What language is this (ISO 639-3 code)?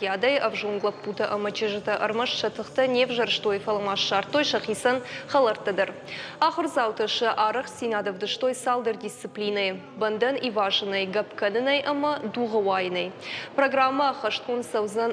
oss